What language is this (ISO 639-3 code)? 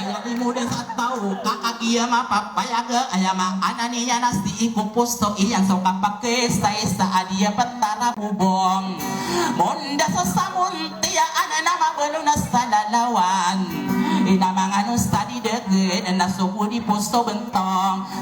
mrw